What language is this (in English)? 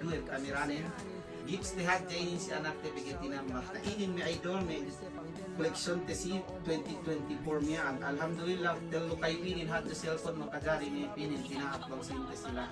Yakan